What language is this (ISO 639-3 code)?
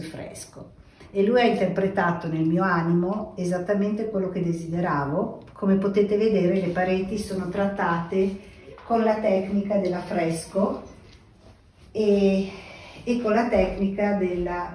ita